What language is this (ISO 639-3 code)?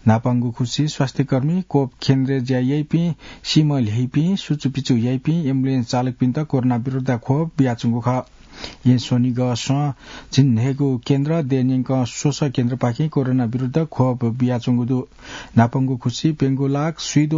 new